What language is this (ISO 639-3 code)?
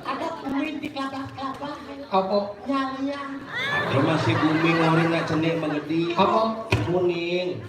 ban